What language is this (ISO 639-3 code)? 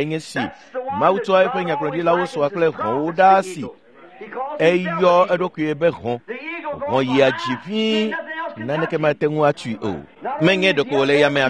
ewe